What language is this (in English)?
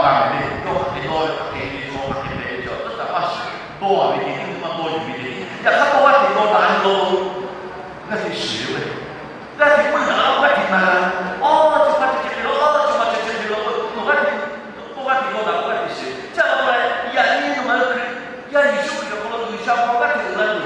Lahu